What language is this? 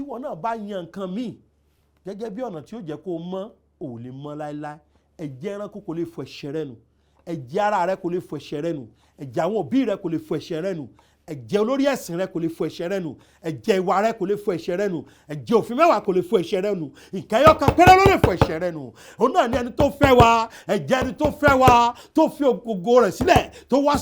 Yoruba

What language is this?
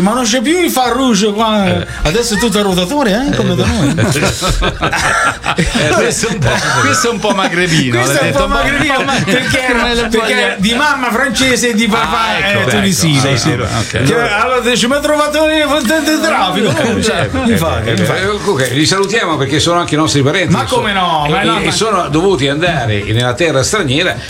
Italian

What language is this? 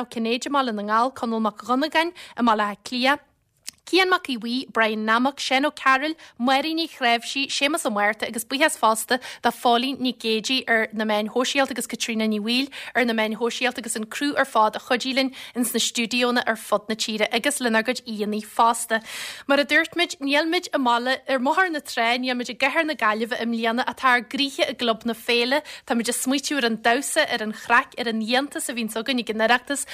Irish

